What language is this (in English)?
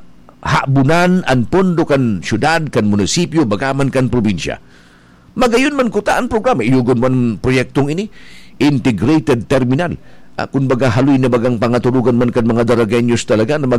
Bikol